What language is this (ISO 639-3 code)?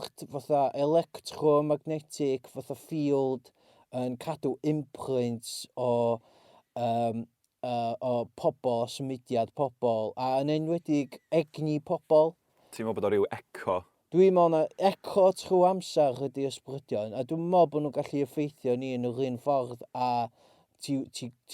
cym